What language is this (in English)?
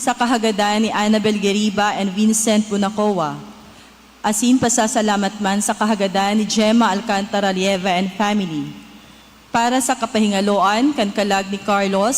Bikol